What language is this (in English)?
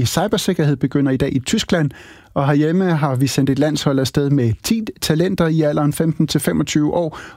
Danish